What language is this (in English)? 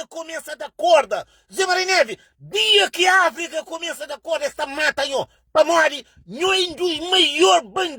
Kabuverdianu